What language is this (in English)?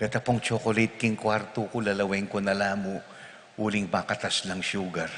Pampanga